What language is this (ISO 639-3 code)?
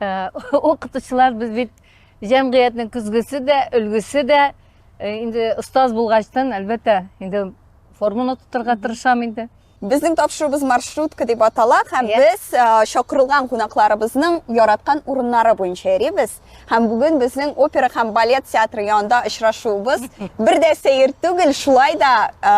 tat